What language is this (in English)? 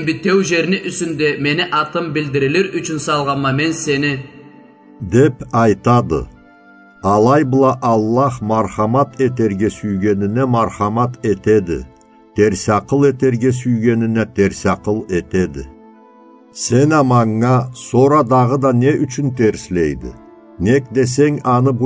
Karachay-Balkar